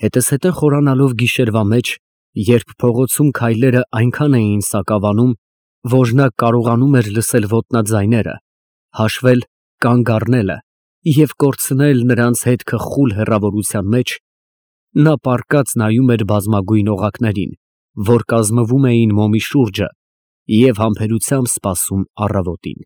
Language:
Armenian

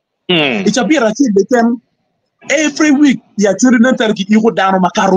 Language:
Acoli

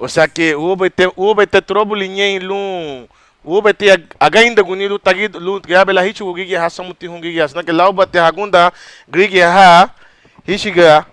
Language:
Garifuna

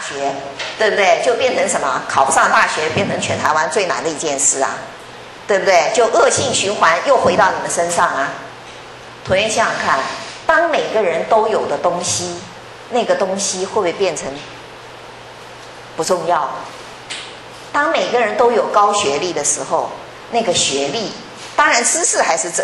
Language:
Chinese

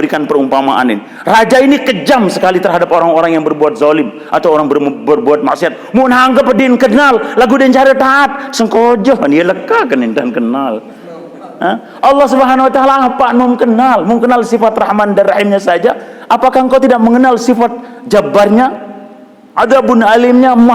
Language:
Sasak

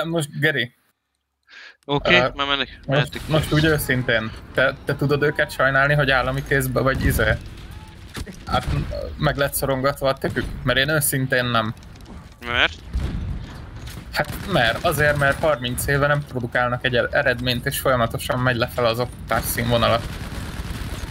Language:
Hungarian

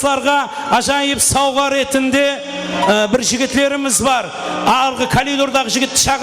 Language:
Kara-Kalpak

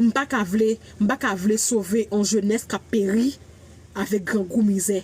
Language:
Haitian Creole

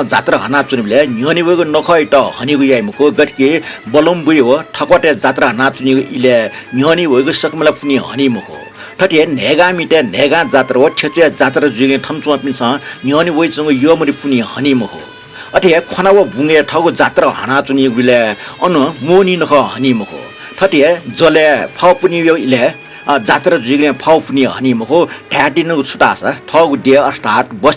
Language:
Newari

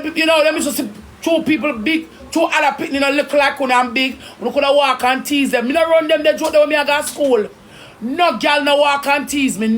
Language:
Jamaican Creole English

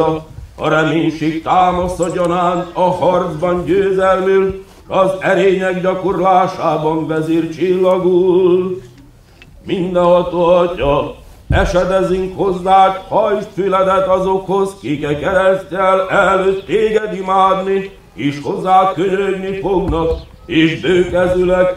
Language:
Hungarian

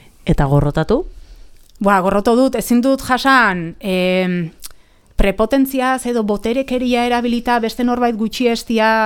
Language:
Basque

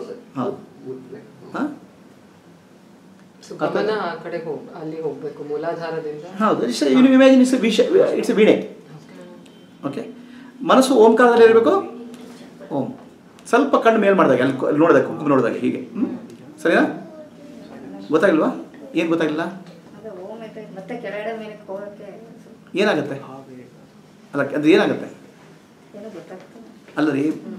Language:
Kannada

